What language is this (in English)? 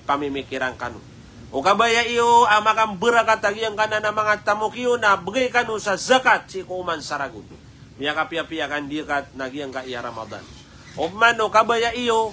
Maranao